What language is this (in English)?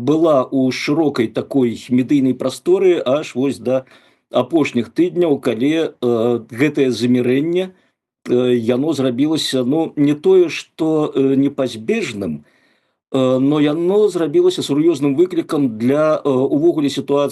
Belarusian